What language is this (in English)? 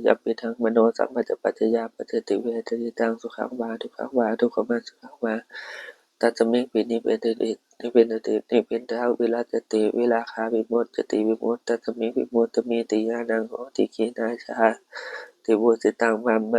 Pali